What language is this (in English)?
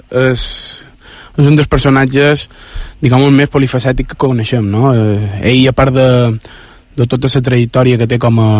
Catalan